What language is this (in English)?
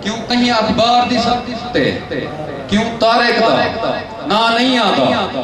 Saraiki